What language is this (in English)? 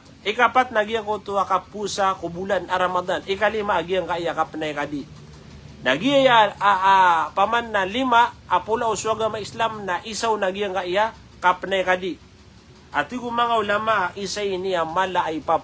Maranao